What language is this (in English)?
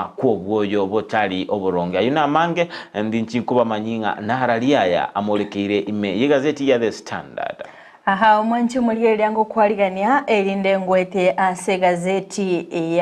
Gusii